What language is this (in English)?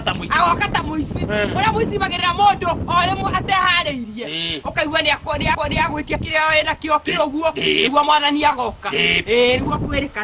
Kikuyu